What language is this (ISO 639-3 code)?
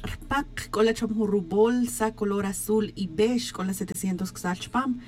tzj